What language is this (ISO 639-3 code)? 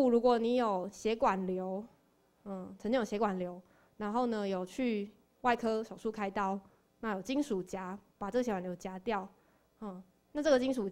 zho